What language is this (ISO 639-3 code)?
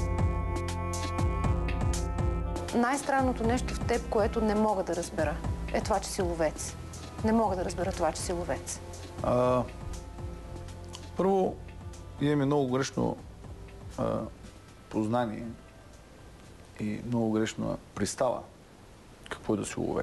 bul